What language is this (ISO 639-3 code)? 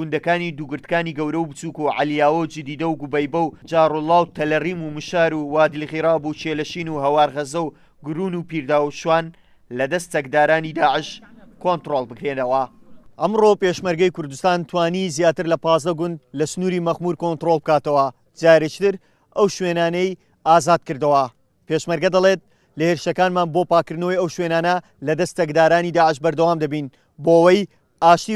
ckb